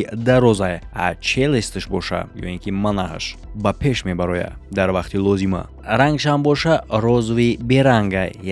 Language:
Tajik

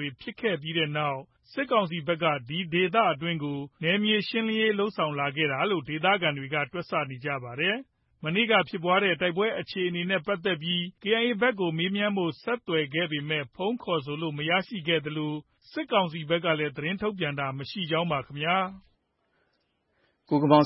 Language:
Burmese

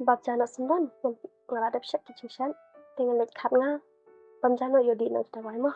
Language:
Khasi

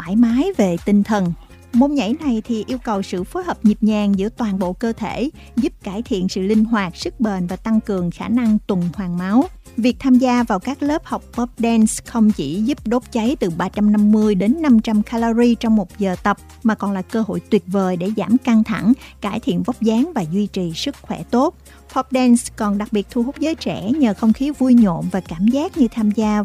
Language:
Vietnamese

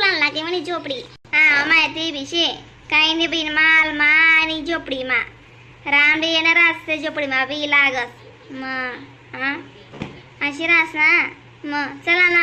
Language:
Khandesi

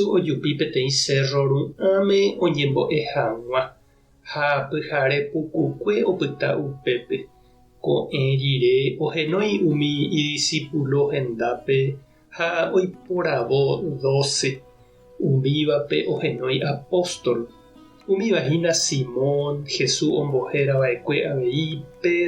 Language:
Guarani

